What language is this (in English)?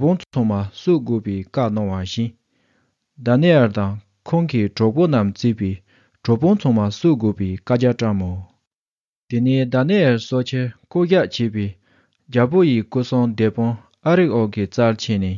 Tibetan